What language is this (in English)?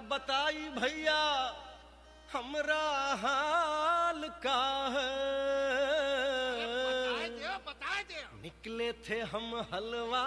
Bhojpuri